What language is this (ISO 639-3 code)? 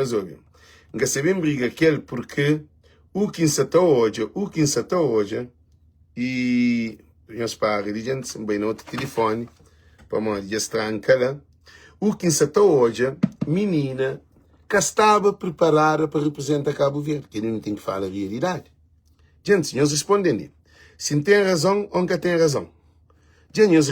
kea